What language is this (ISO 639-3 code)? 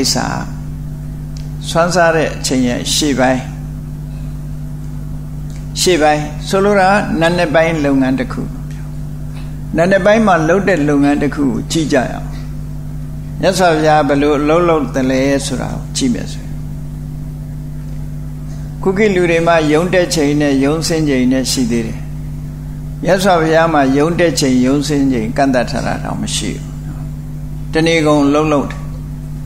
mya